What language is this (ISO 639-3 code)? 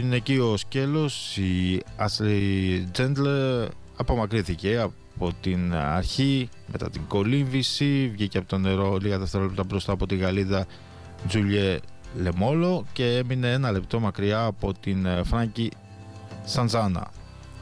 ell